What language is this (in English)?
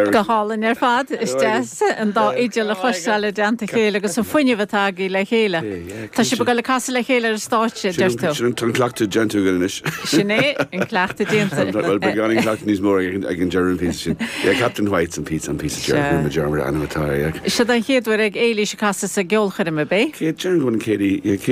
Irish